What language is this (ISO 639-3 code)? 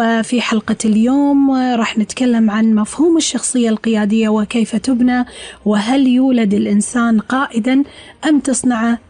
afb